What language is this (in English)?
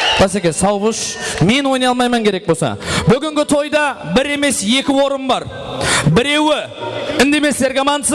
Kara-Kalpak